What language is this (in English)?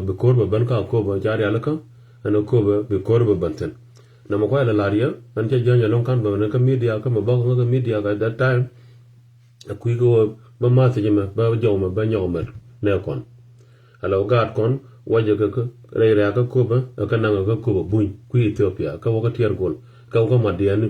Nuer